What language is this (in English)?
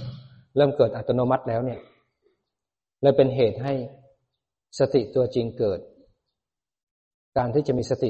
Thai